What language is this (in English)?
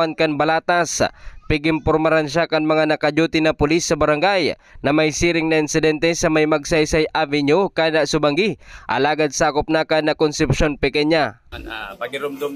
Bikol